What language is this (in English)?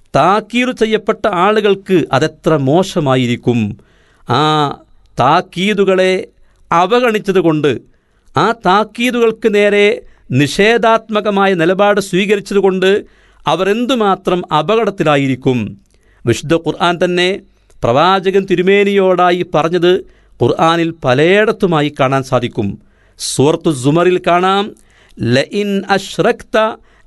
Malayalam